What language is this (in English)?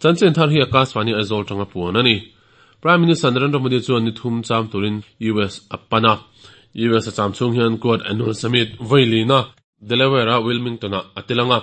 Mizo